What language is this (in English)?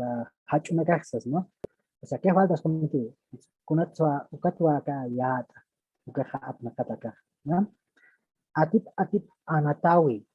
Aymara